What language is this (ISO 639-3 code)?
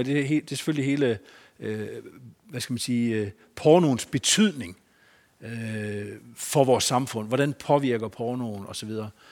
dan